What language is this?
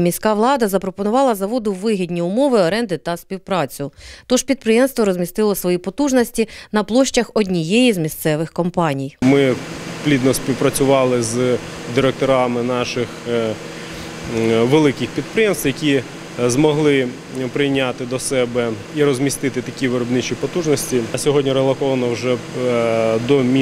Ukrainian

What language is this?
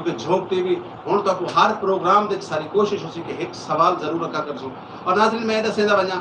Saraiki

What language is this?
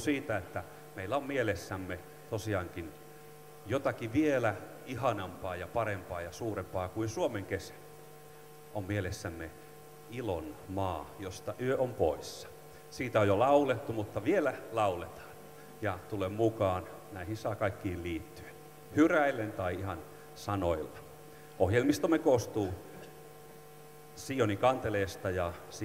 Finnish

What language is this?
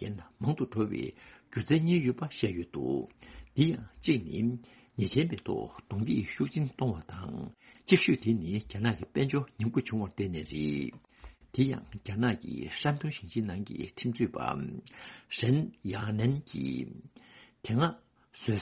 Tibetan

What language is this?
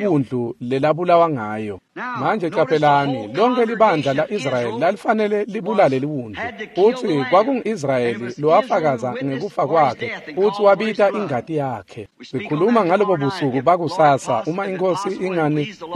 Swati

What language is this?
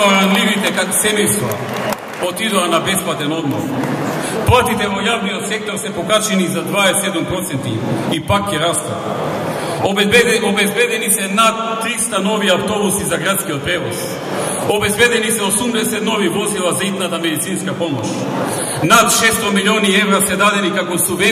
Macedonian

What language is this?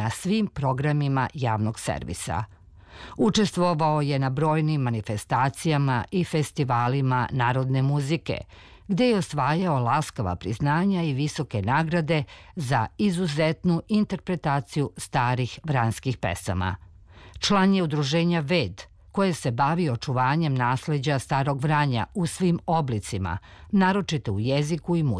Serbian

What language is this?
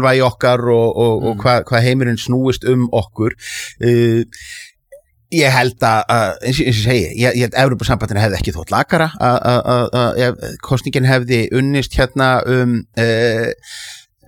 Icelandic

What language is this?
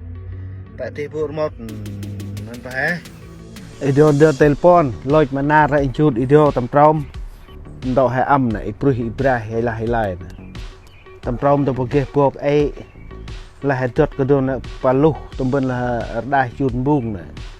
Central Mnong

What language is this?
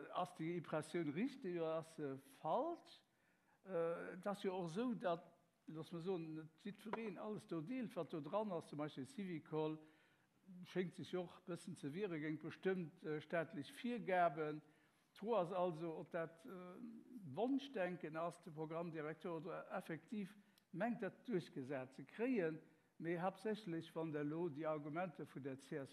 Luxembourgish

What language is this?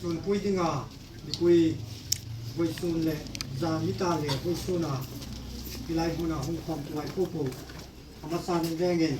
Hmar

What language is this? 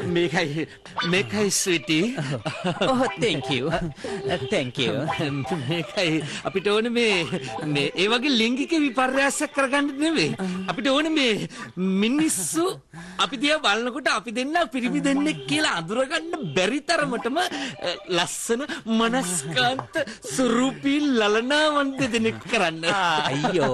Sinhala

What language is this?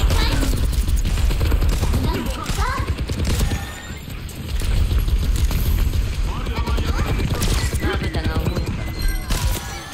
Japanese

